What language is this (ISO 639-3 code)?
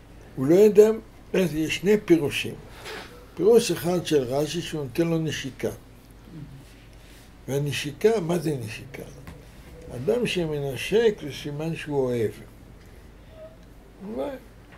heb